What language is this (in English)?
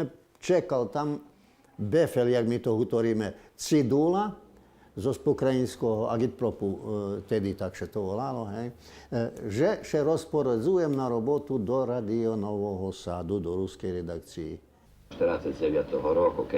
Rusyn